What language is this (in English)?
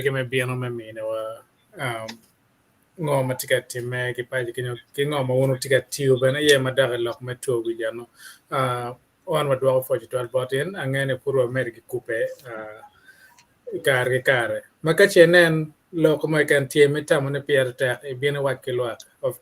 Acoli